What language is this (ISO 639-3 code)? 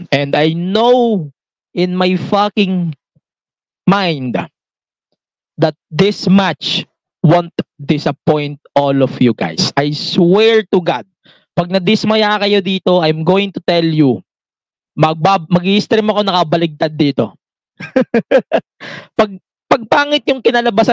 fil